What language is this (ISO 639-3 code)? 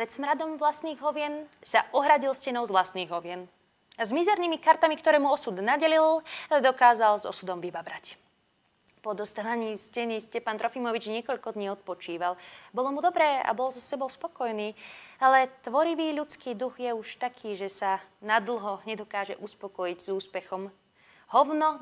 slk